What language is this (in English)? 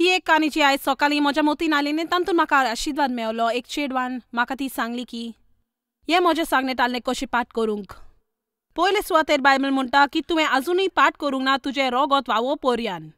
Konkani